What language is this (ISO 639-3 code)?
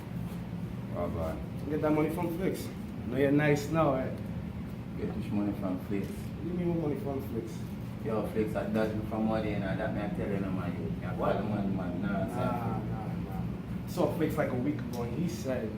jam